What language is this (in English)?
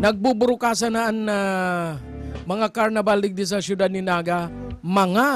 Bikol